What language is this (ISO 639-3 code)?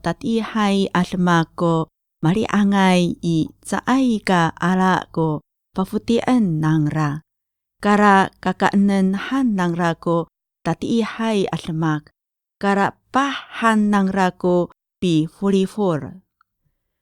ami